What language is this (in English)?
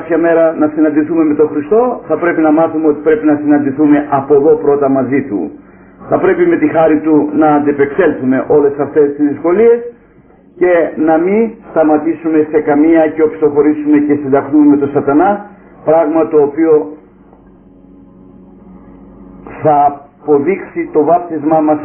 Greek